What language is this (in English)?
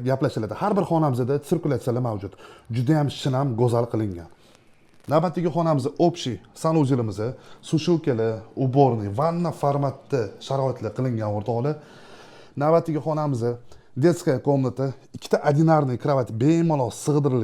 Uzbek